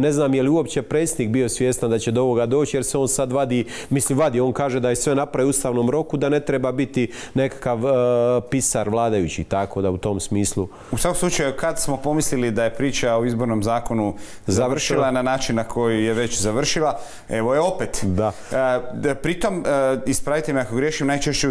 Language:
Croatian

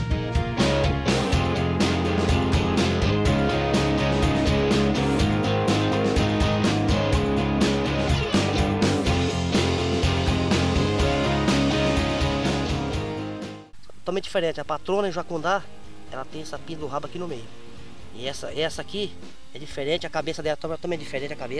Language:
Portuguese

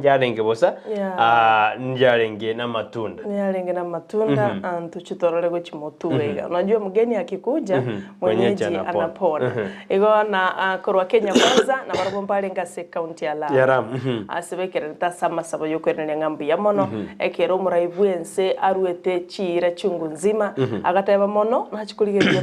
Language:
Gusii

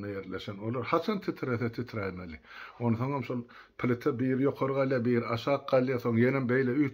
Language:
Turkmen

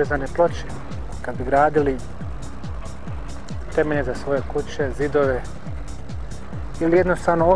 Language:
Bosnian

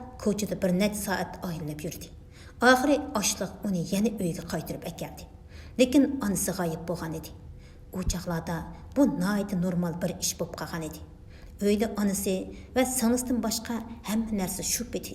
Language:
Uyghur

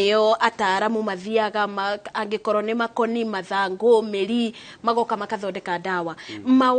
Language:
Kikuyu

